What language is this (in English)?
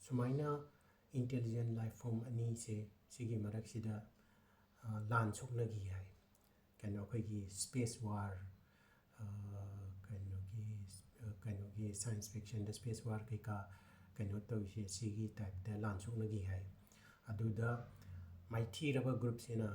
Manipuri